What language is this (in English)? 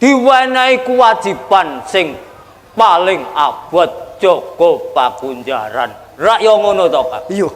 Javanese